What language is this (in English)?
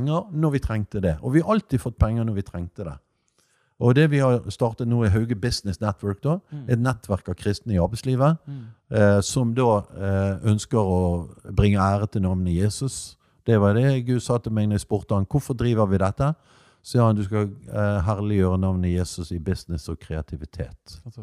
Norwegian